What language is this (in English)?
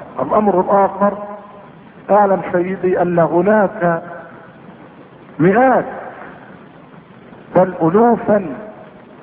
Arabic